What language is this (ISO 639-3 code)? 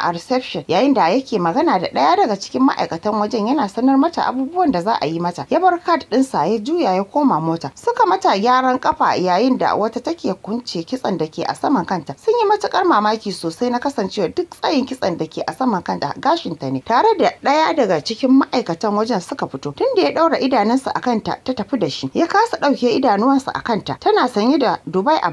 hau